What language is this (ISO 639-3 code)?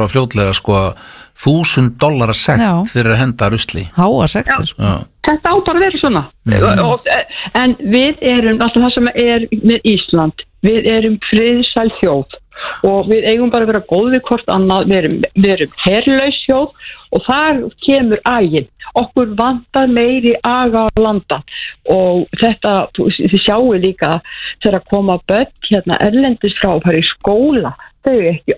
isl